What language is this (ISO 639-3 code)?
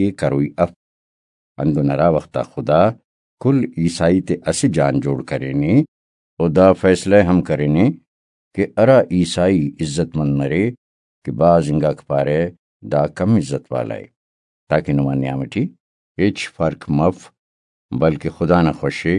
brh